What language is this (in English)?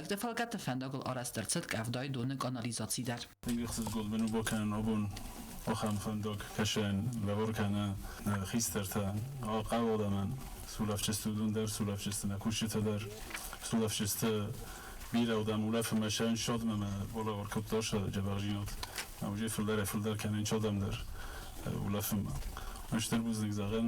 Ossetic